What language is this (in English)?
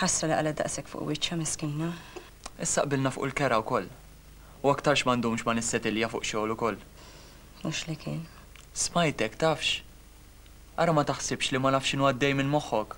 Maltese